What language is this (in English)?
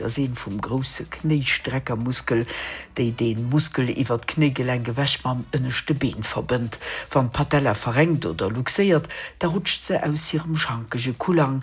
Luxembourgish